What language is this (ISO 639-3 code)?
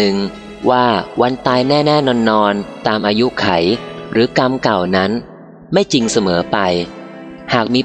tha